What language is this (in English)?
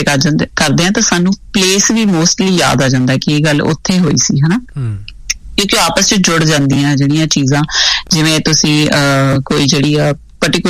Punjabi